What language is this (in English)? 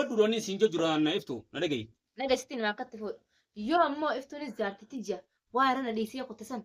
Oromo